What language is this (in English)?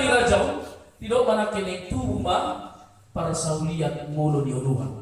Batak Toba